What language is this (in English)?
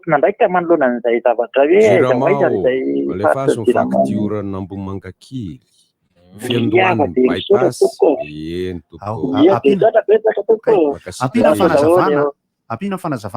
Malagasy